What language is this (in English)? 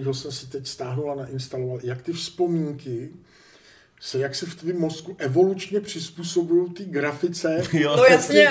Czech